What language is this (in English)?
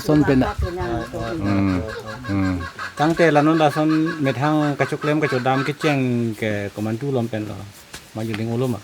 Karbi